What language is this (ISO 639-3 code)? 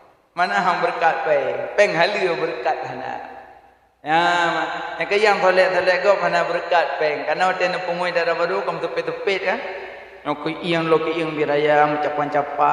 ace